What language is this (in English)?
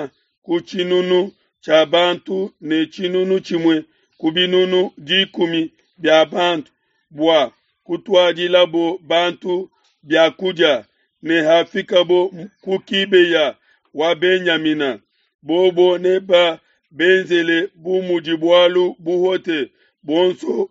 Luba-Lulua